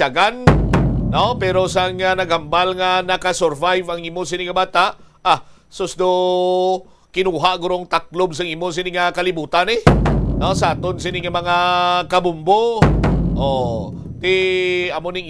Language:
Hiligaynon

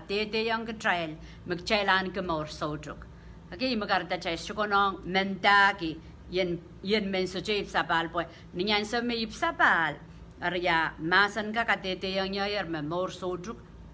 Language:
Pohnpeian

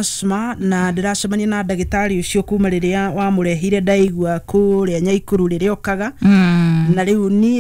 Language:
Kikuyu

